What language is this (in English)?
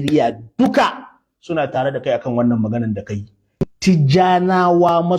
Hausa